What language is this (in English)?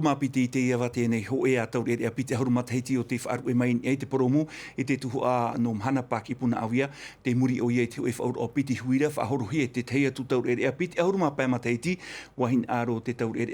Tahitian